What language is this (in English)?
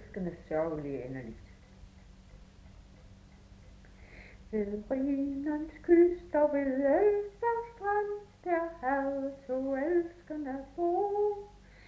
Danish